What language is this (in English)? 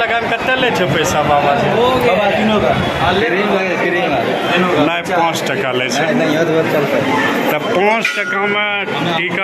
Angika